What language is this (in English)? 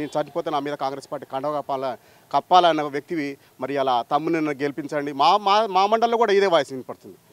Telugu